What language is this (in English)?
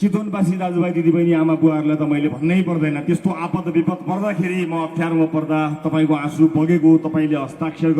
Nepali